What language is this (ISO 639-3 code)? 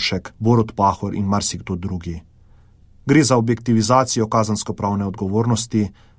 slv